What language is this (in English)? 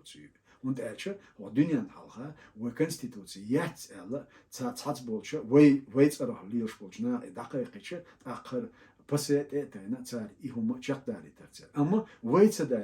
Chechen